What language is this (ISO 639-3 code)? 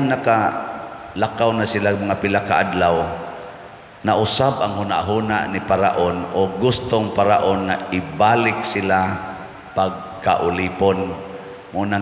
ceb